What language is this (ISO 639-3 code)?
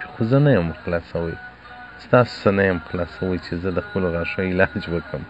pus